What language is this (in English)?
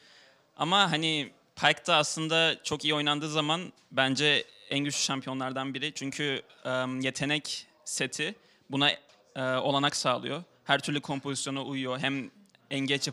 Turkish